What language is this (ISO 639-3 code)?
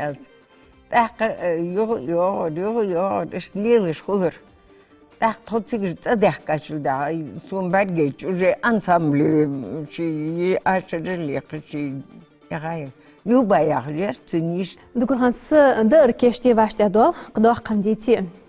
inh